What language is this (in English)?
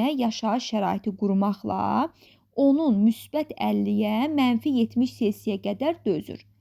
Azerbaijani